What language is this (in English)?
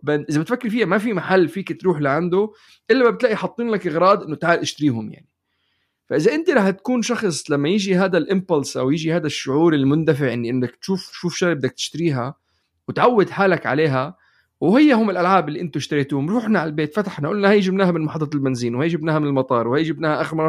North Levantine Arabic